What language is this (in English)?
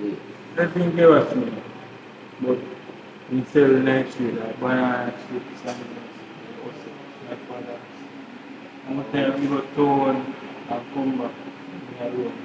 Jamaican Creole English